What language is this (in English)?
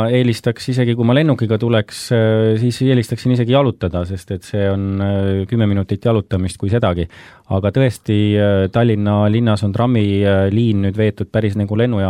Estonian